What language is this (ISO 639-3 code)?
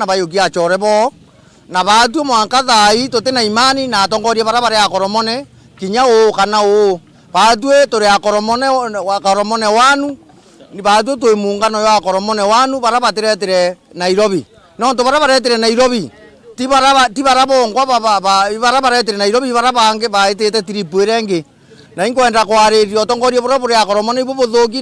mer